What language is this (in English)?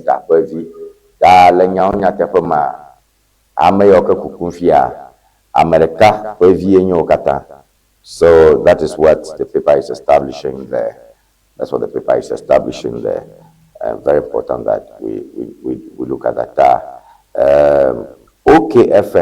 Ewe